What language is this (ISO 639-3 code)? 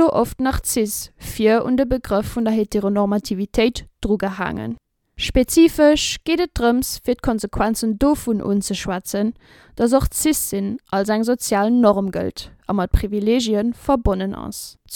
ltz